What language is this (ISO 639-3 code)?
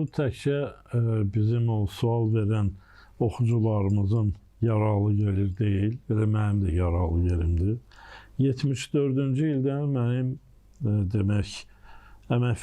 aze